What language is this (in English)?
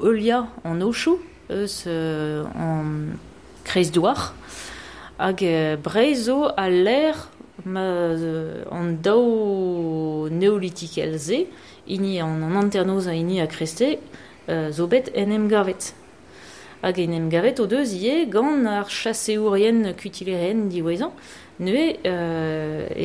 Breton